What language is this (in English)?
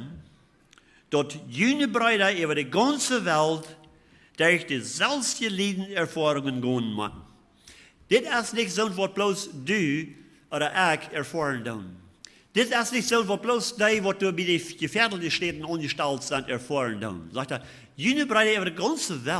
Plautdietsch